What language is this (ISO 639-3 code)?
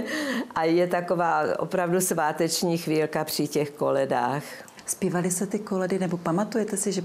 ces